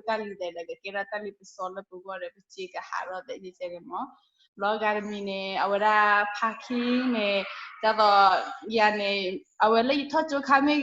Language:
S'gaw Karen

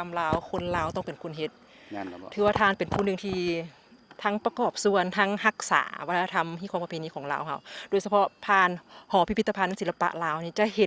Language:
Lao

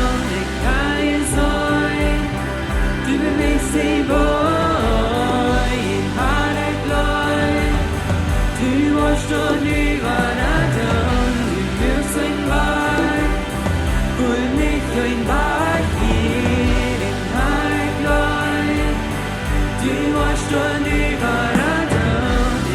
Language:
Plautdietsch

